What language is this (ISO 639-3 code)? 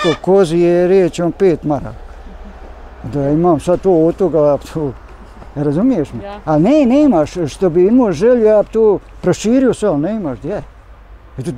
bos